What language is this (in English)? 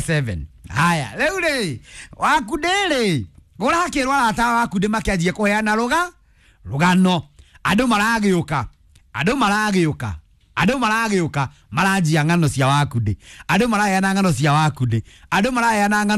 Kikuyu